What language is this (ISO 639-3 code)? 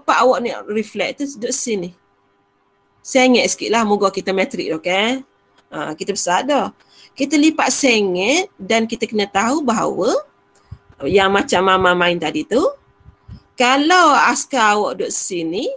msa